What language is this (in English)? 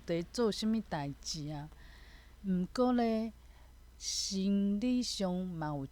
Min Nan Chinese